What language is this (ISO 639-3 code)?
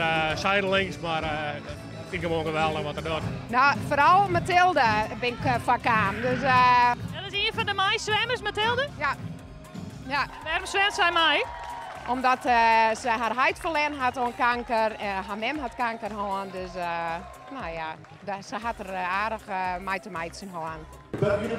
fry